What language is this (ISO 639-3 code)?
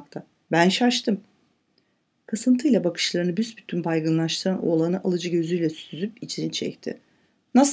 tur